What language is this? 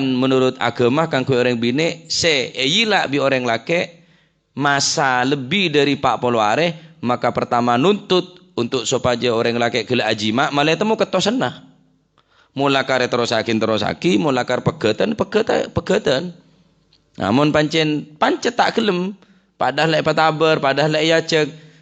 Madurese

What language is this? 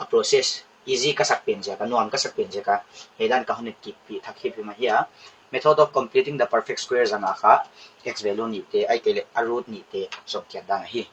Paite Chin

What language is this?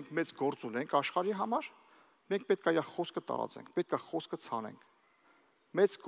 Armenian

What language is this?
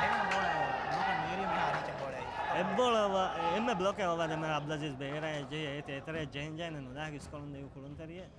Divehi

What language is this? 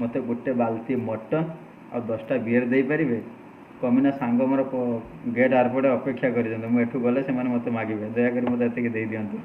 Odia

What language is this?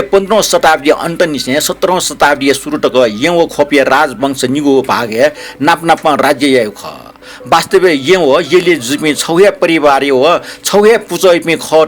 Newari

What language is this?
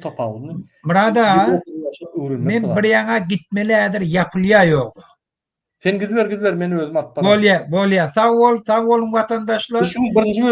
Turkmen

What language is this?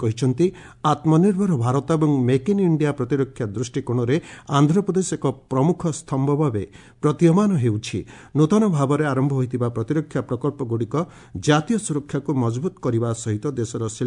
Odia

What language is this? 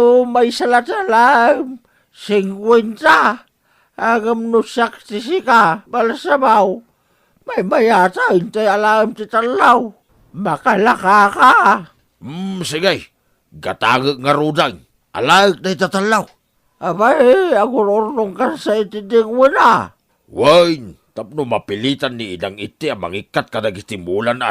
Iloko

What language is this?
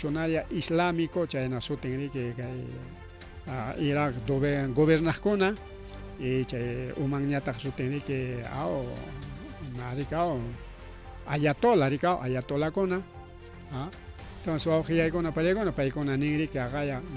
Ayacucho Quechua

